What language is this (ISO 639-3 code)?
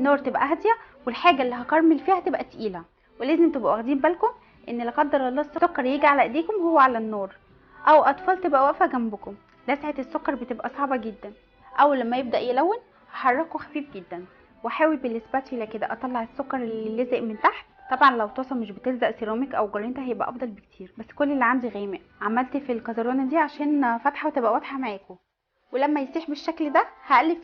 arz